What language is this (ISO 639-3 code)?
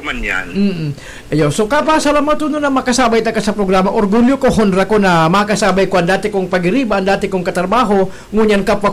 bik